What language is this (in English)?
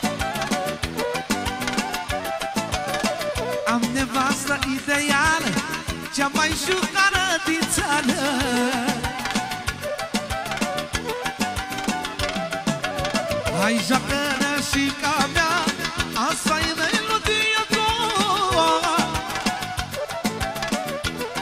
Romanian